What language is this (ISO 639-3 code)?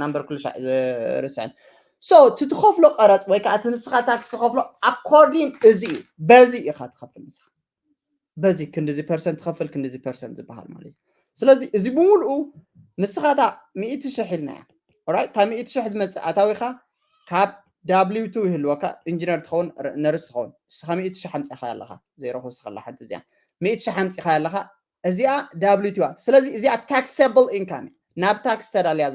tir